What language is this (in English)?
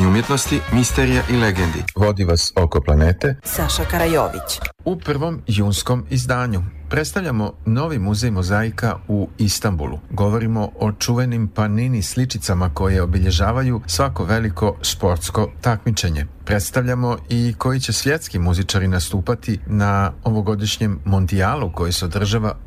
Serbian